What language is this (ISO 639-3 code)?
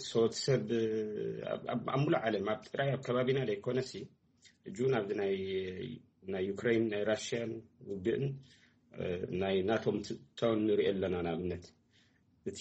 tir